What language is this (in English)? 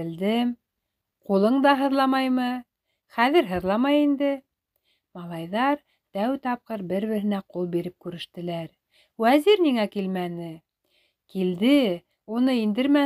Bashkir